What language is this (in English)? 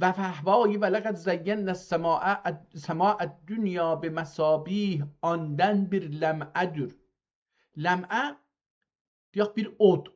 South Azerbaijani